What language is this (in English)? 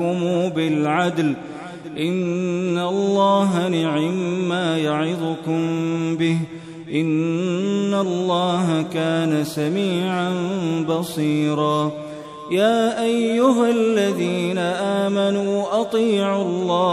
Arabic